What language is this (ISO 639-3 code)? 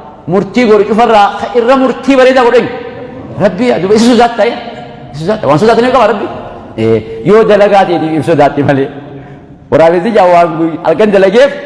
orm